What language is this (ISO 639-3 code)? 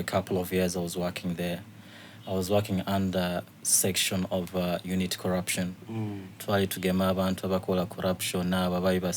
xog